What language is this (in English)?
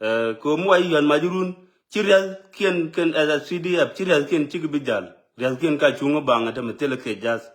Nuer